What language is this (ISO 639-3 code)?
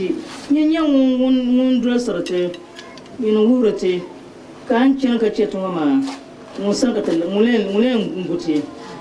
dag